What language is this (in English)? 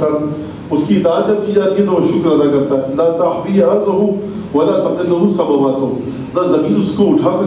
Urdu